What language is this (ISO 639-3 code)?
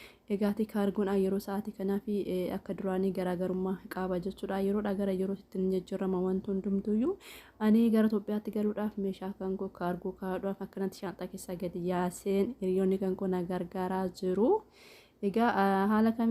orm